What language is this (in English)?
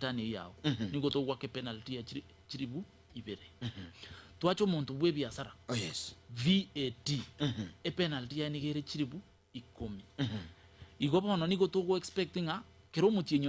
Gusii